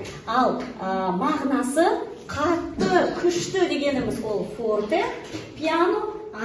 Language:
Kazakh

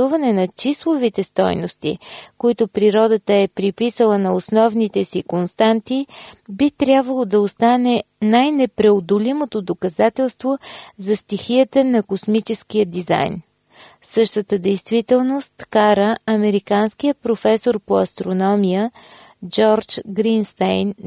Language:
Bulgarian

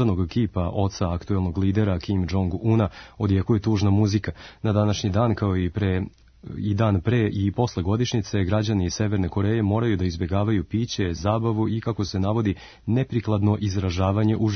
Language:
Serbian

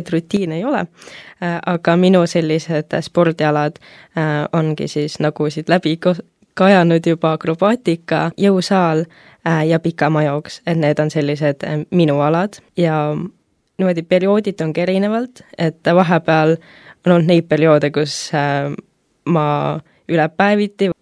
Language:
Estonian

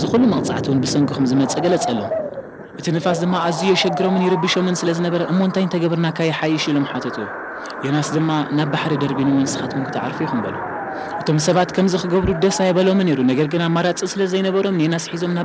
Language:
Tigrinya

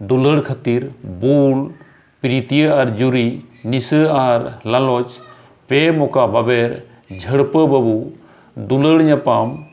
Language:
Santali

